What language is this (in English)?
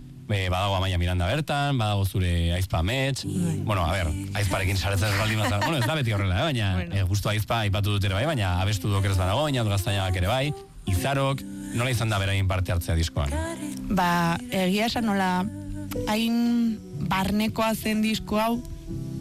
Basque